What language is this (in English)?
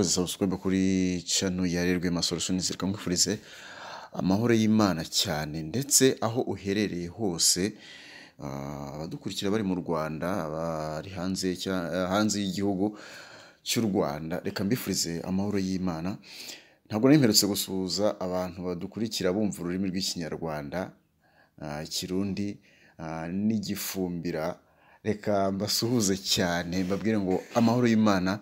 Kinyarwanda